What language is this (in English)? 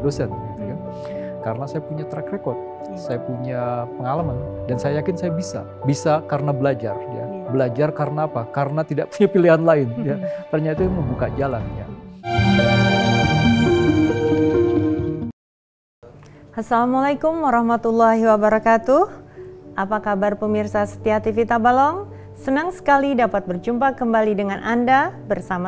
Indonesian